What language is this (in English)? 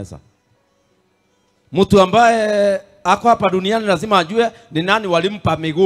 Swahili